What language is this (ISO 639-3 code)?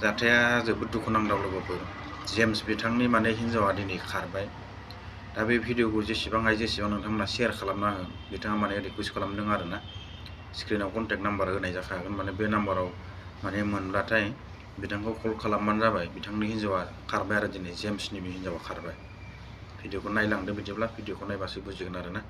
brx